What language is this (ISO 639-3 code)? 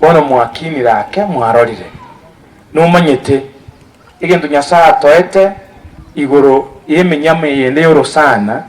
guz